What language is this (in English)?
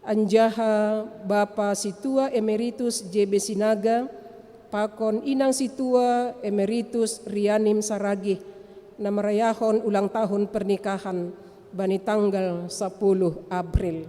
Batak Simalungun